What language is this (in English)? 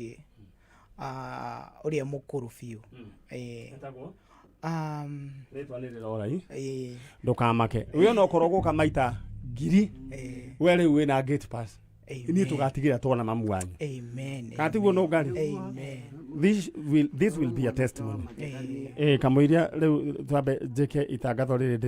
Kikuyu